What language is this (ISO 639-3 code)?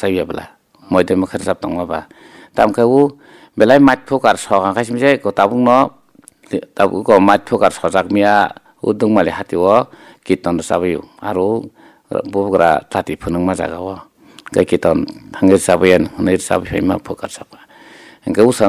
trp